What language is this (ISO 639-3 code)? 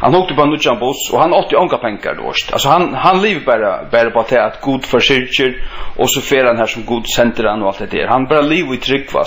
fao